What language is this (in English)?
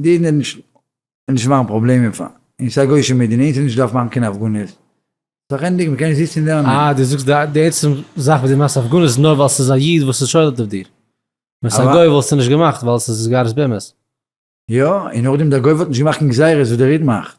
Yiddish